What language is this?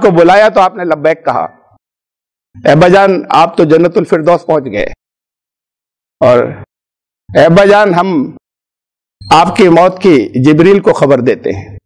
Urdu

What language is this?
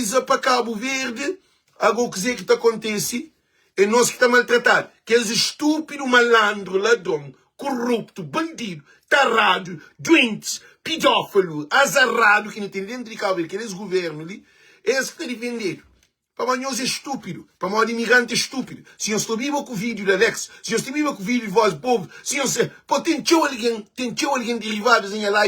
Kabuverdianu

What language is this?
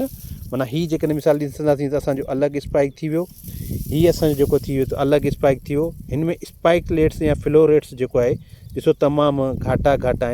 Sindhi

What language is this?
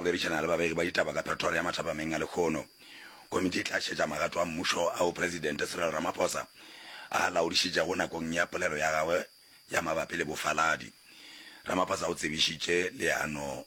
Northern Sotho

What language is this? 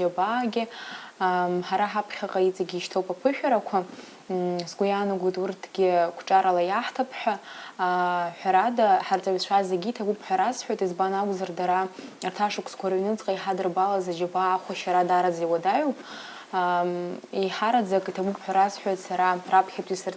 Abkhazian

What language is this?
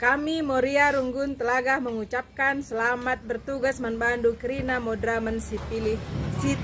Batak Karo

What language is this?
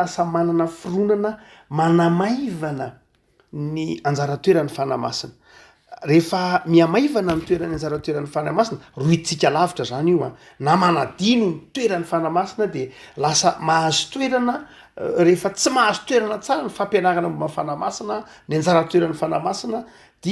Malagasy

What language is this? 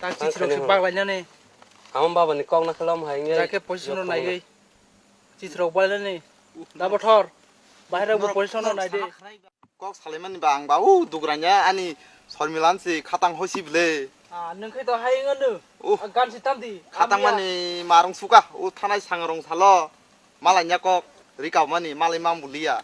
Kok Borok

